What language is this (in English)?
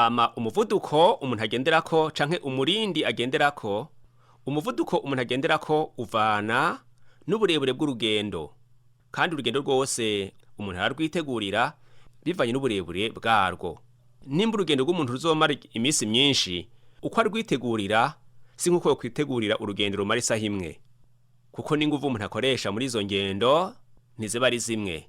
Rundi